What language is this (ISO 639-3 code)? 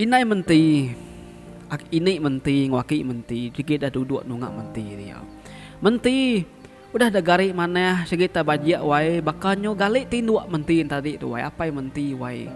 iba